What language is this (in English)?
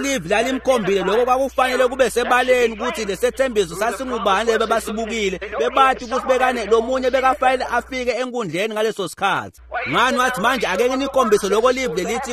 Swati